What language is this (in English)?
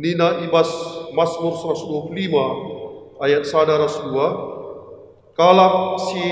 Batak Karo